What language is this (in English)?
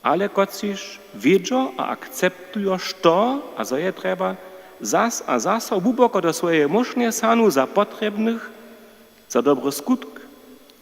Upper Sorbian